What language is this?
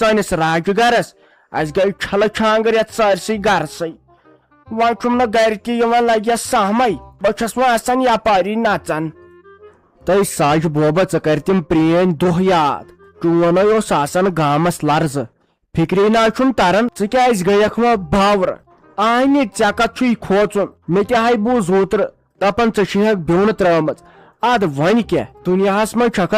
Kashmiri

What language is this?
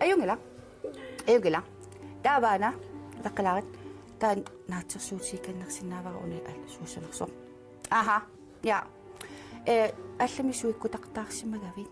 Kalaallisut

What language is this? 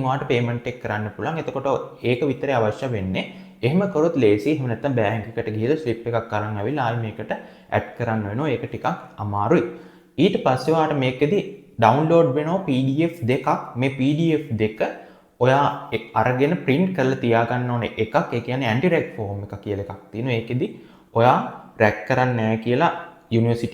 Sinhala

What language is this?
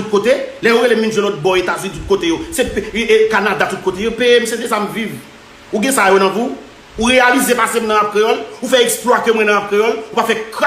Haitian Creole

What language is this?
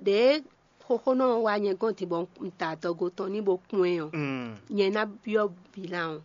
Fon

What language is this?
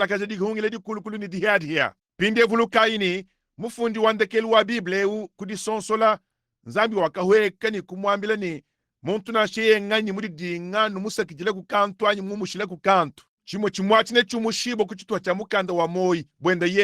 Luba-Lulua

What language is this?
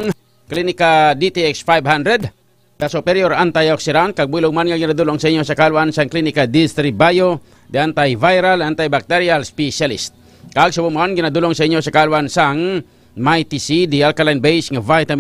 Hiligaynon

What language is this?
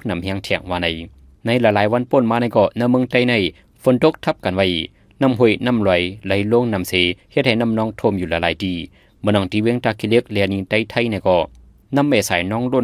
Shan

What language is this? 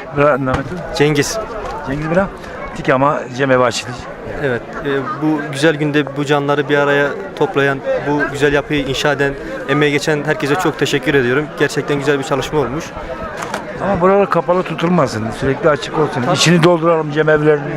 Zaza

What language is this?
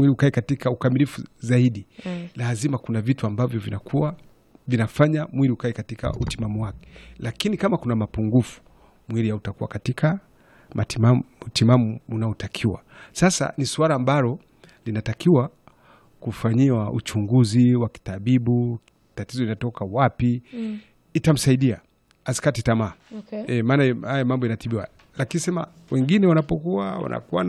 Swahili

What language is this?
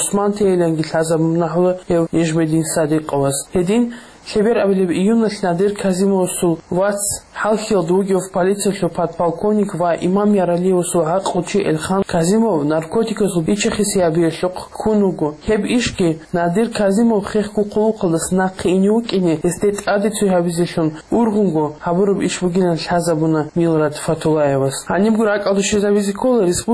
Avaric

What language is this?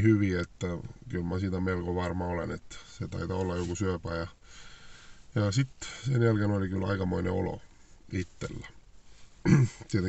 Finnish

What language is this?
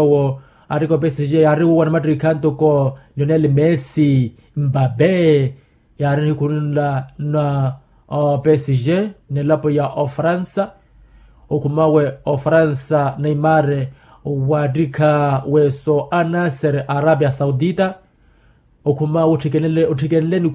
Makhuwa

